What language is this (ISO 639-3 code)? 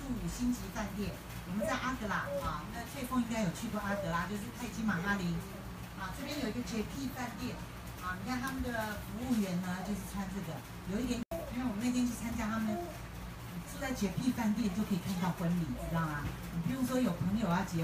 zho